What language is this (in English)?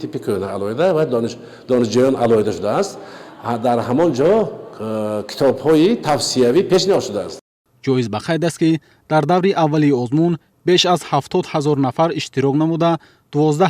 Tajik